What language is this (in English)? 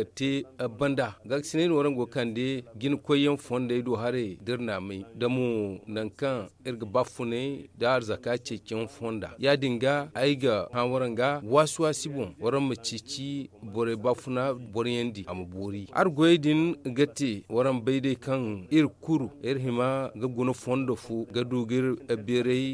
Zarma